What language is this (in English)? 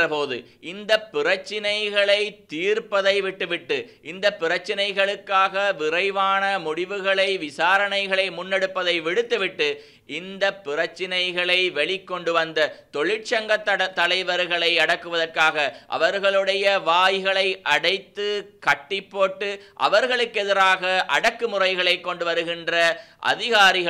Tamil